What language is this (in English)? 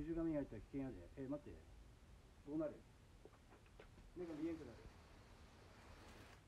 Japanese